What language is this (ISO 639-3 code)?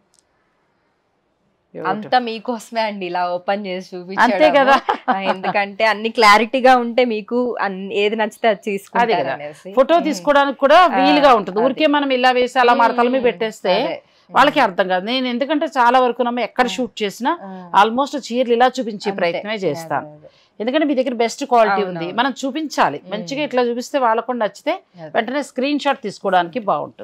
tel